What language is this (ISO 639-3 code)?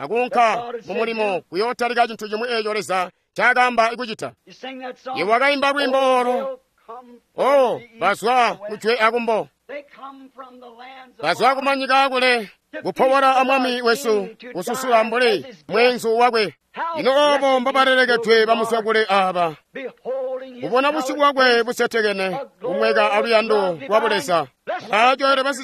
toi